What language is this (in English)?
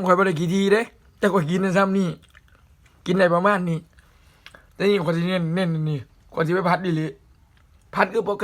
Lao